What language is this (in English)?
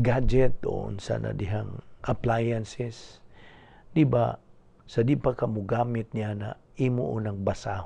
Cebuano